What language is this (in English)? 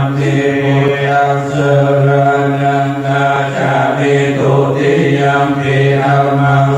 Pali